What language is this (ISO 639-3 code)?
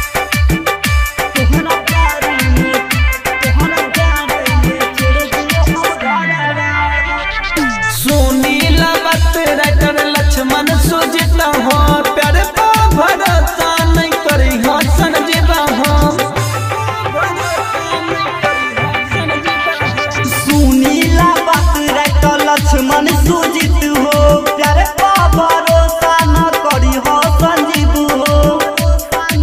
bho